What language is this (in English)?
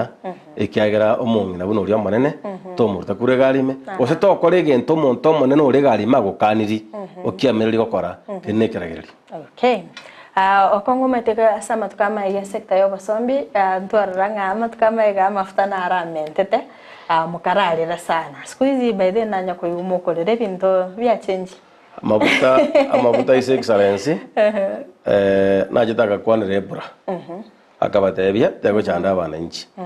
Gusii